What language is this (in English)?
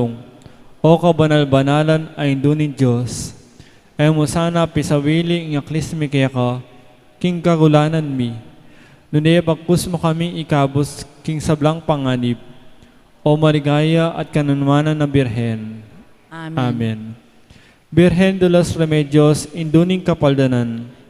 Pampanga